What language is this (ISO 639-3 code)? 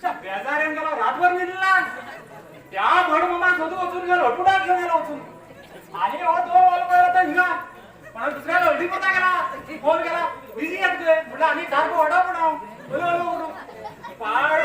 kok